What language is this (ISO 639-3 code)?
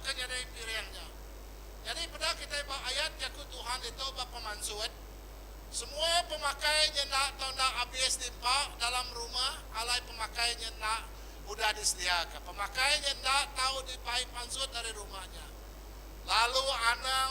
iba